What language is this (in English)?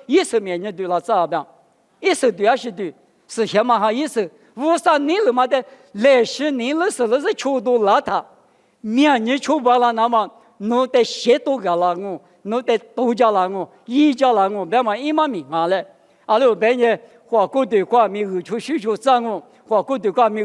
Lisu